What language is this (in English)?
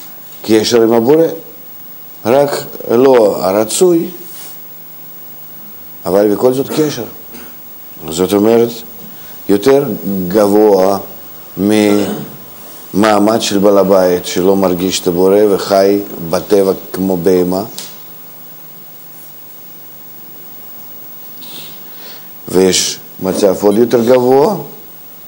Hebrew